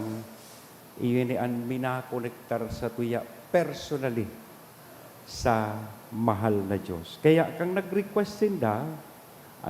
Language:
Bikol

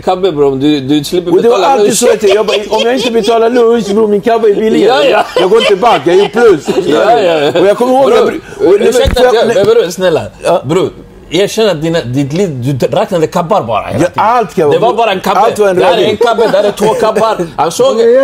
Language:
Swedish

